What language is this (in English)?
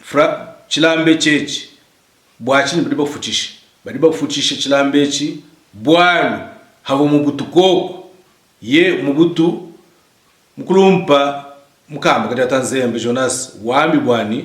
Luba-Lulua